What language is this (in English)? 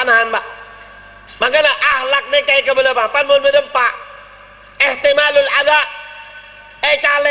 Madurese